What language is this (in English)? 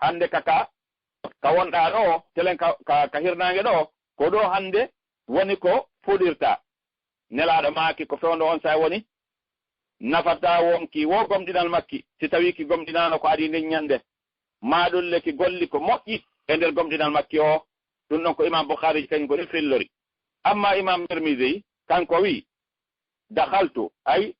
Fula